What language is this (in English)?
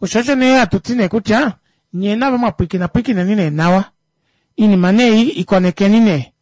Kuanyama